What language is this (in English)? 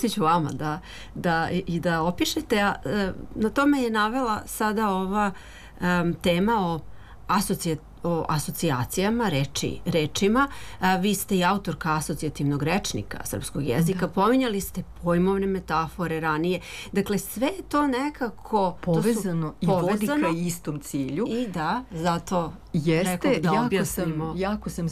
Serbian